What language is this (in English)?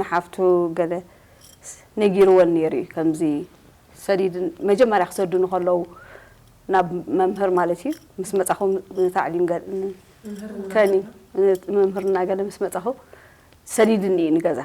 Tigrinya